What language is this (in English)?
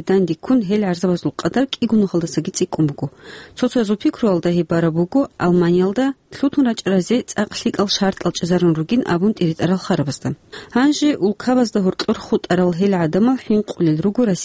Avaric